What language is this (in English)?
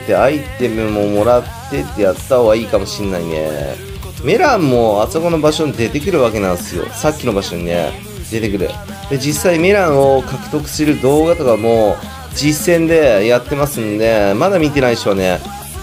Japanese